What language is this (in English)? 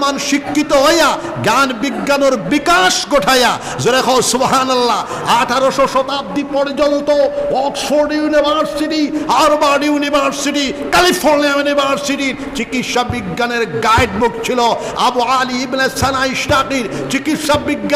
Sylheti